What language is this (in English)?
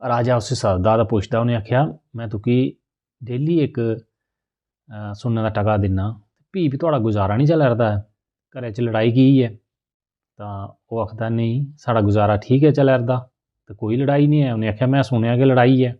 Dogri